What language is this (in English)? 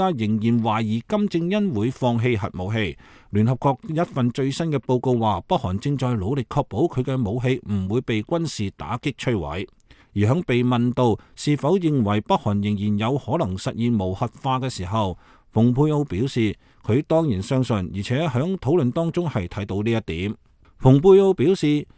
Cantonese